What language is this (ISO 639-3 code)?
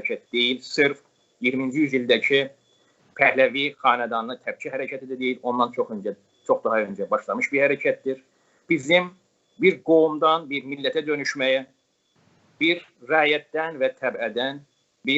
azb